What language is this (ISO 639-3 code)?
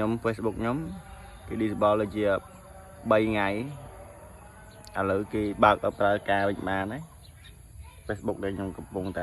khm